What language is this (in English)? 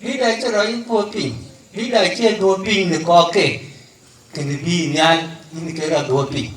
Dinka